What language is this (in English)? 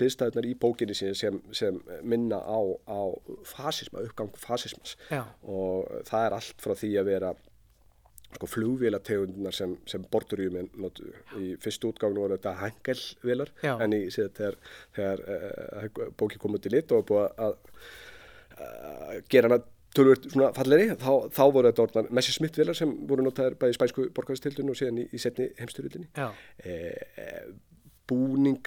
Icelandic